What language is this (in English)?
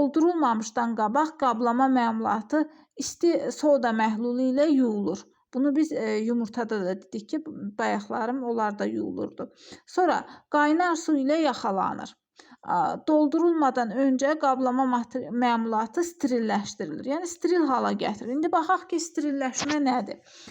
Azerbaijani